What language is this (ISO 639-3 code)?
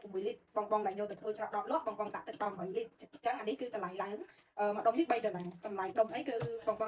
khm